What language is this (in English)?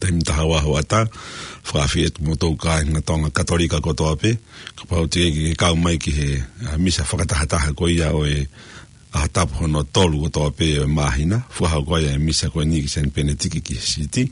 Tongan